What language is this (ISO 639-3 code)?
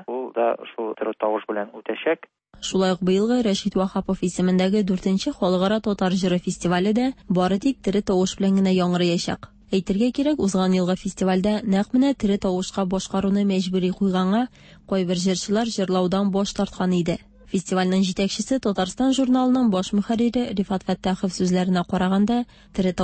tat